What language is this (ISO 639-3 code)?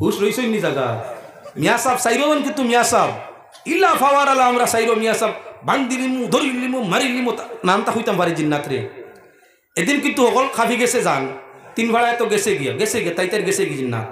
syl